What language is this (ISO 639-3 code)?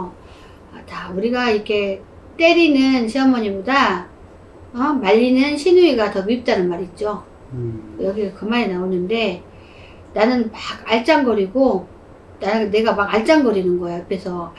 kor